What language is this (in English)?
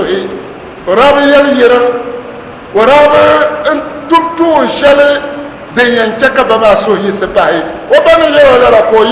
Dagbani